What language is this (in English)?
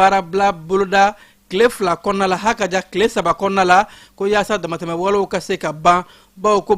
Bambara